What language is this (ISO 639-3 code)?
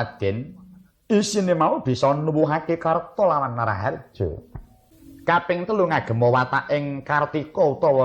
jav